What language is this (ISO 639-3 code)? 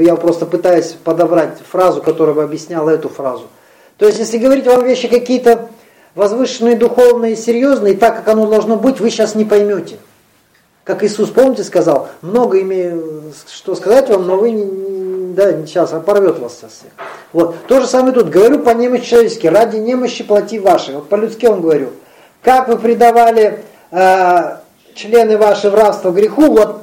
rus